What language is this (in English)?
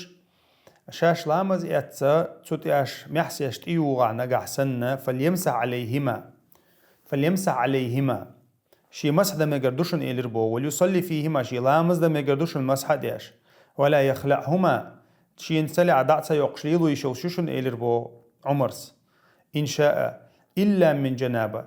Chechen